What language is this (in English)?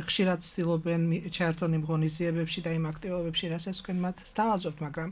Georgian